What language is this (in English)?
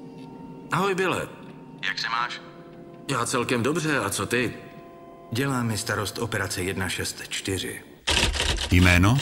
Czech